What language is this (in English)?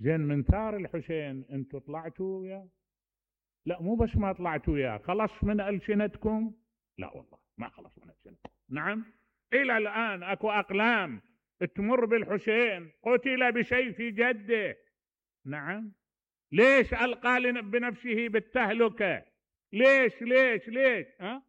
Mesopotamian Arabic